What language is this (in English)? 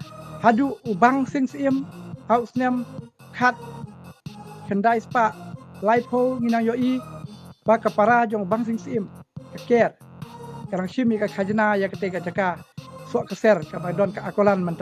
Khasi